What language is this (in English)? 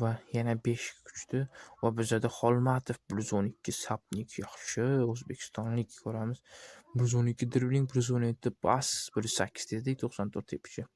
Uzbek